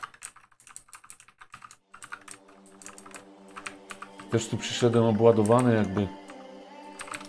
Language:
Polish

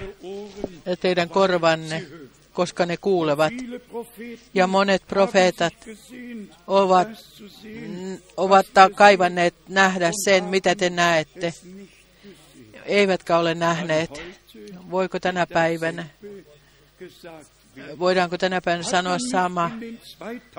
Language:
Finnish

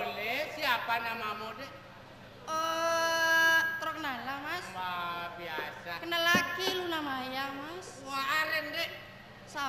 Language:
Madurese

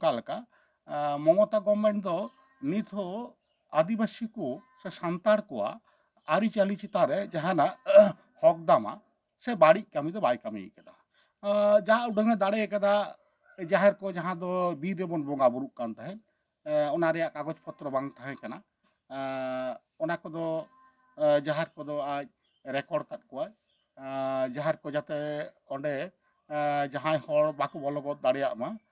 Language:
Santali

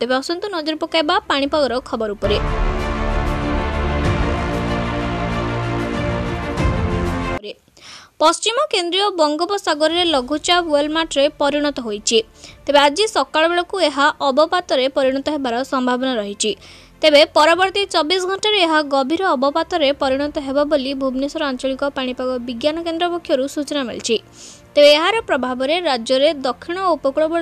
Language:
Odia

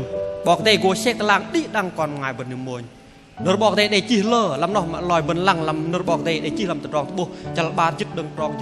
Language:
Bahnar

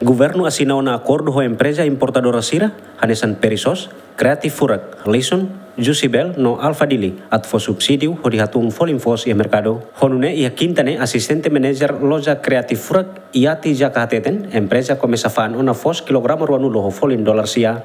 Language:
Tetum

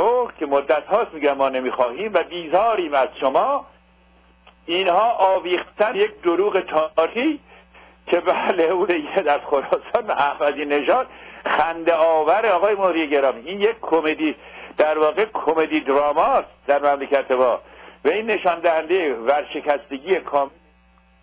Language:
Persian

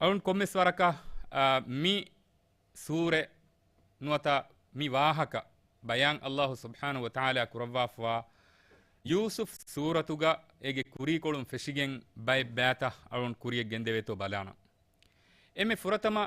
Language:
Divehi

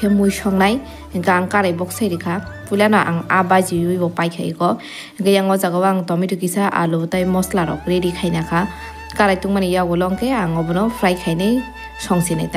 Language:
Kok Borok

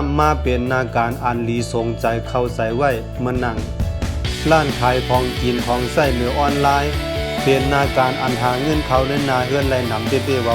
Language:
Shan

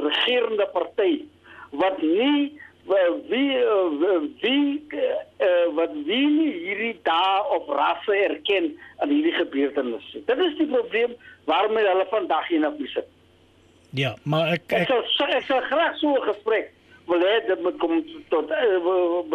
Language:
Afrikaans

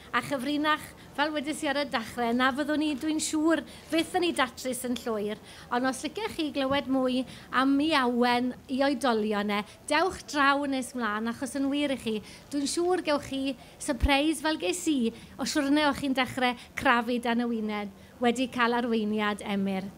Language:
Welsh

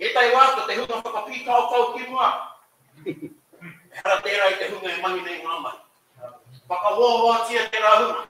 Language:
Māori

